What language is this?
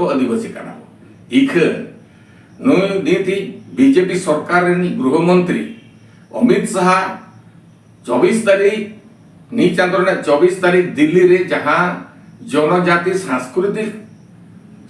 Santali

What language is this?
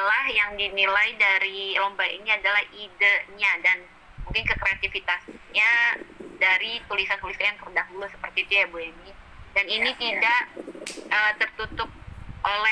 Indonesian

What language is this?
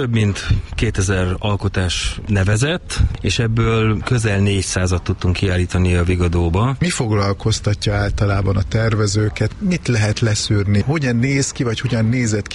Hungarian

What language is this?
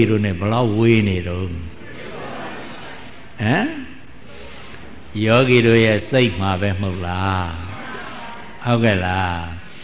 Burmese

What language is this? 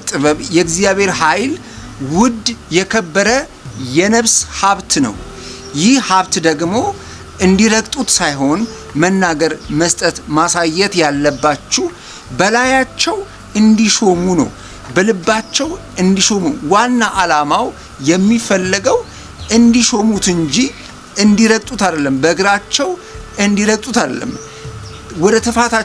Amharic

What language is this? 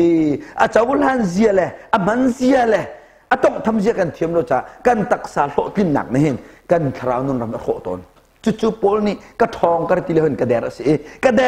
Hakha Chin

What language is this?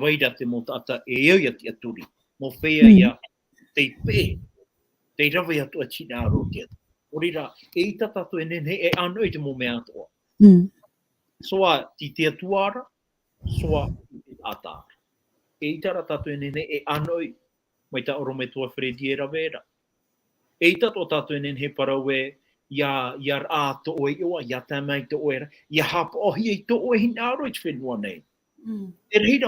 Tahitian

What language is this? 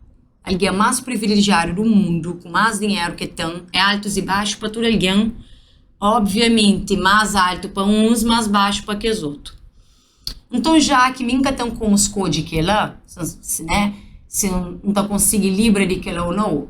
Kabuverdianu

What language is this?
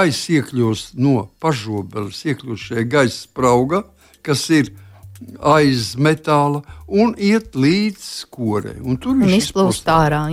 Latvian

